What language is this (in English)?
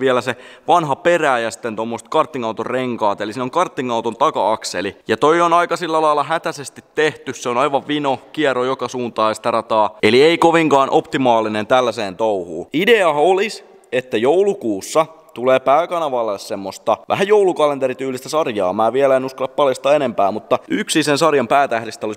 Finnish